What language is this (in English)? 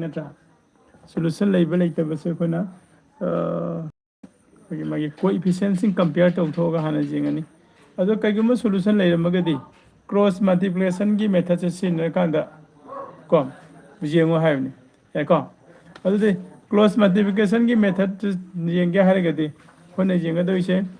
Manipuri